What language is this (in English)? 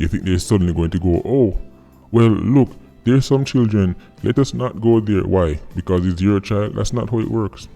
Jamaican Creole English